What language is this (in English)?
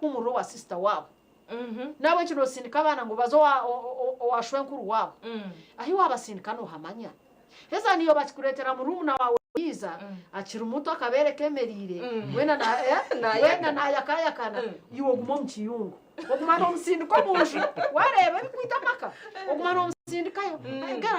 Nyankole